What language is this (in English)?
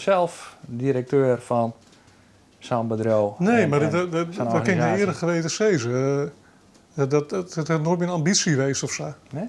Western Frisian